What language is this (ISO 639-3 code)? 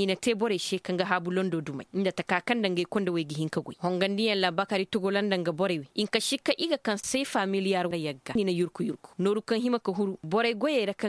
ses